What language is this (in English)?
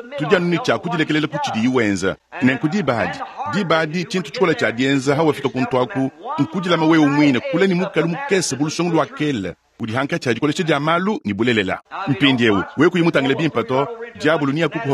Luba-Lulua